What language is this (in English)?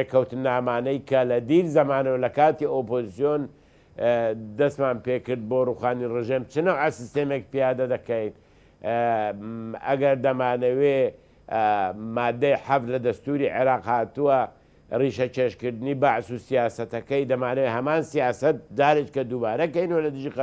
Central Kurdish